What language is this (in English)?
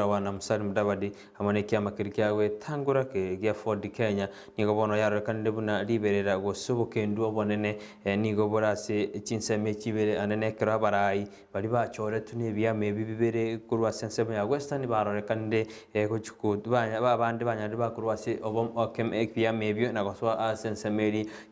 Gusii